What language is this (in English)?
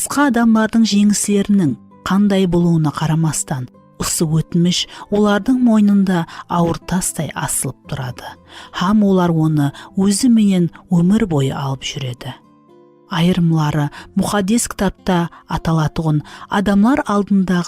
Kara-Kalpak